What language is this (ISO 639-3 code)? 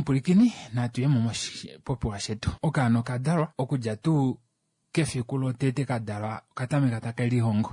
kua